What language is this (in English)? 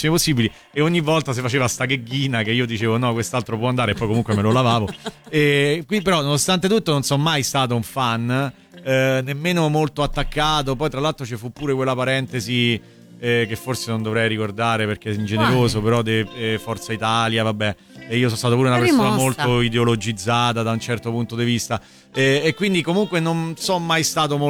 Italian